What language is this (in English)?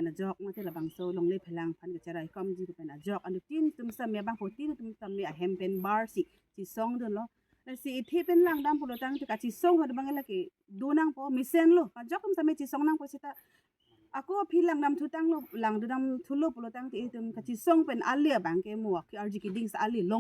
Karbi